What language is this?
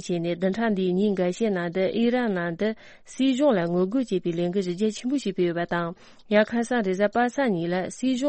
Tibetan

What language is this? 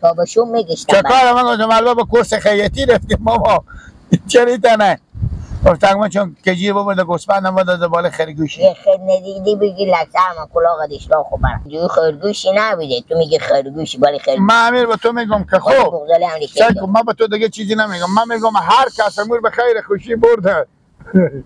Persian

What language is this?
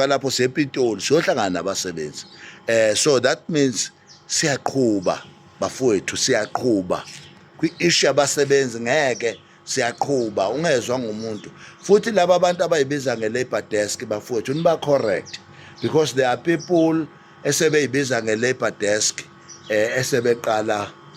Zulu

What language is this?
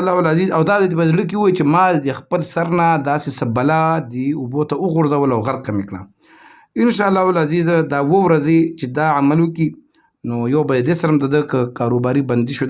Pashto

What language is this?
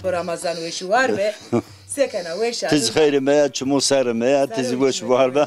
Zaza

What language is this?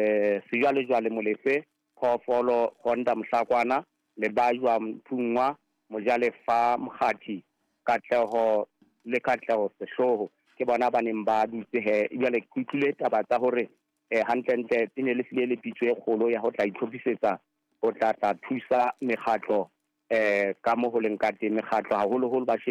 Southern Sotho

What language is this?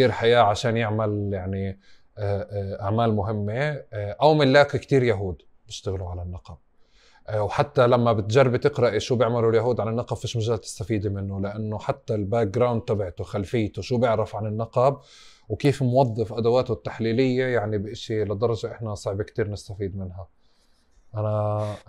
North Levantine Arabic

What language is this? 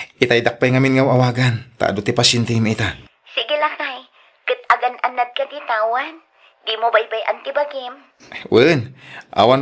Iloko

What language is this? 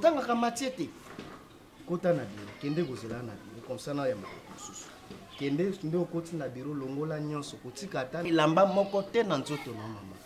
Lingala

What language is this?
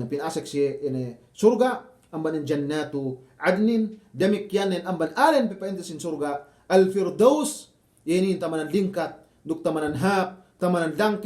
Yakan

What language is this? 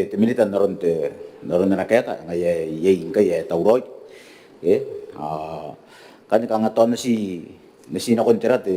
Gilbertese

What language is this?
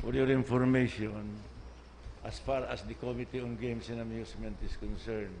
Bikol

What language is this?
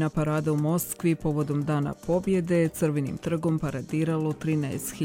Serbian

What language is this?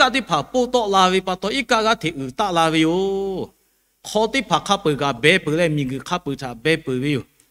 Lahu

